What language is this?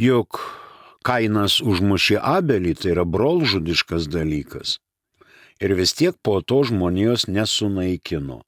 Lithuanian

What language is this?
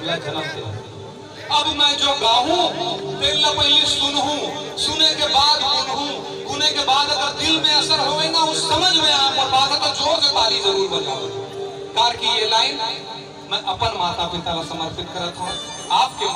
Chhattisgarhi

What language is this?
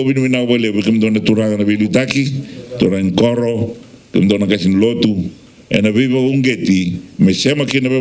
Fijian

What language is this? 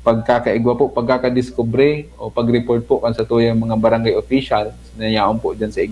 Bikol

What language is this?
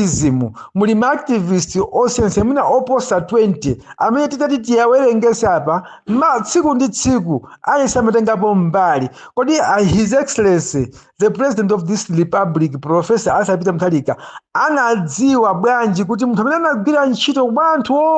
Nyanja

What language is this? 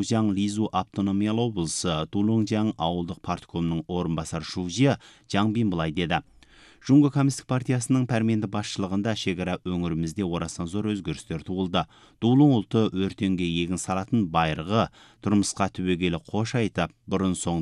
Kazakh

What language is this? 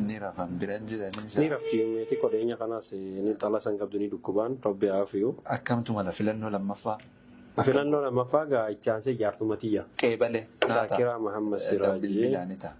Oromo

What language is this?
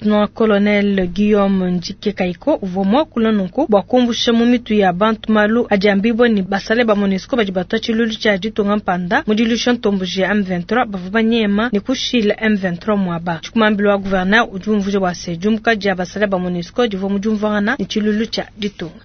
Luba-Lulua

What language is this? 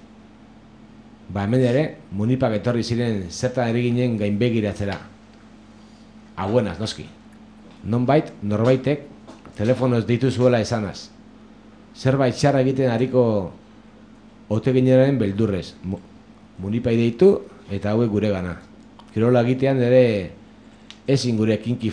Basque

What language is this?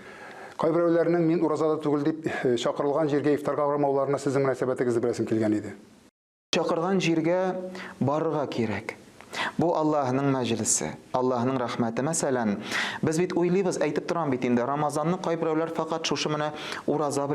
Tatar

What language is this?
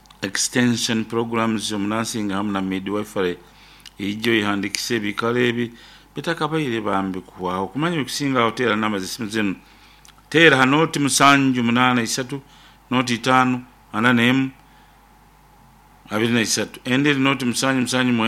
Nyoro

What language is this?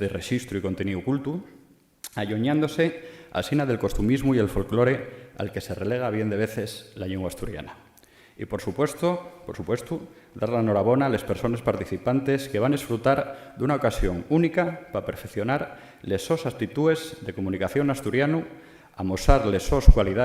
Asturian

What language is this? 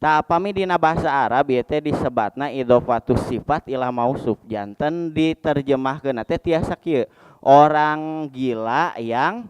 Sundanese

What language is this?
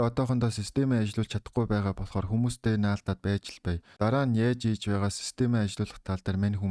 Mongolian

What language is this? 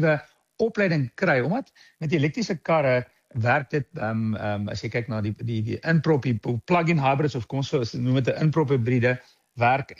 Afrikaans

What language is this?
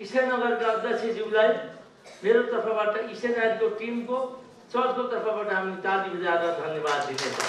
Nepali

